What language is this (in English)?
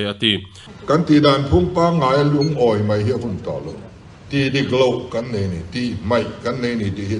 Mizo